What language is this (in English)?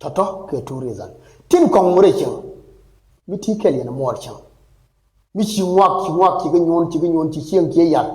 Nuer